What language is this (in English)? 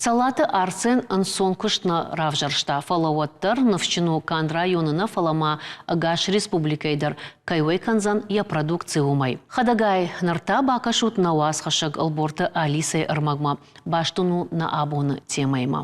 Ossetic